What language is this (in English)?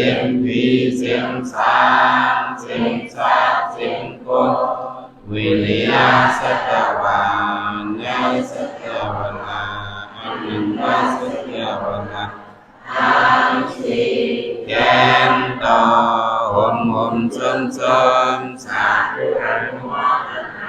Shan